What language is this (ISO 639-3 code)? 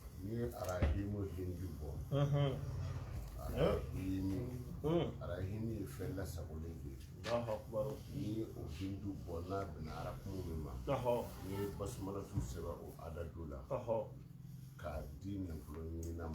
bam